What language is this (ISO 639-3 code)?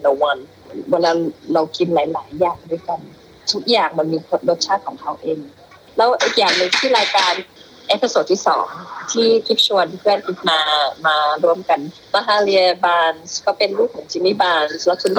tha